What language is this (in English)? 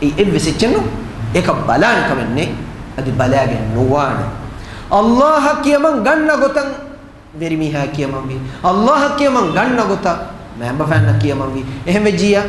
Divehi